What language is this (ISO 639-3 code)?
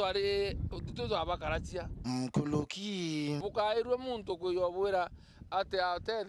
mer